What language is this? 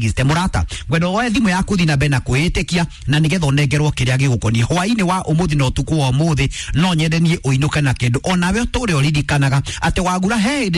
Kikuyu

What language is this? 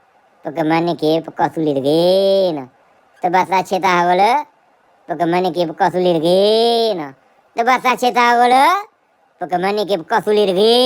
S'gaw Karen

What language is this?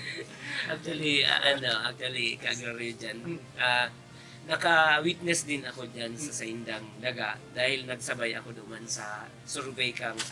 Bikol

